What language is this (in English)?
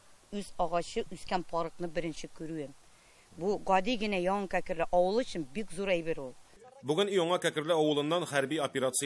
Tatar